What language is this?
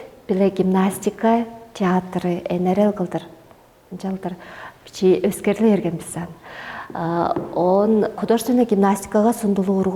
Tuvinian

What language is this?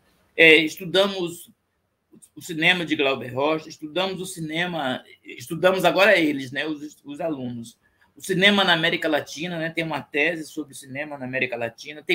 Portuguese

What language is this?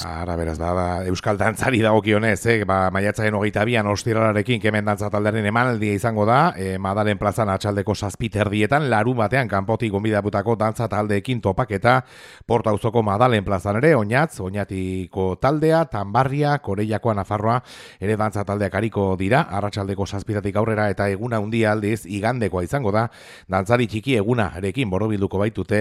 Basque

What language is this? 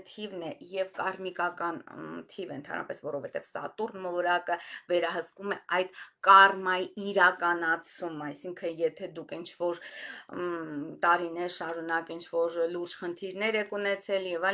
Armenian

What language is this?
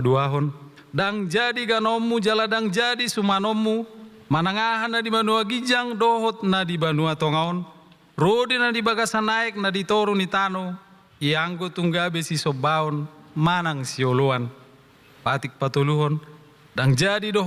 Batak Toba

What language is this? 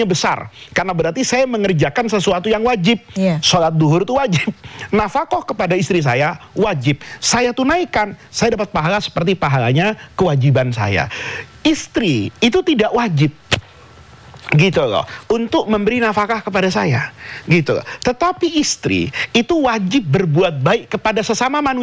Indonesian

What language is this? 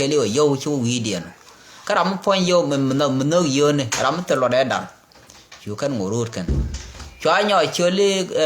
Nuer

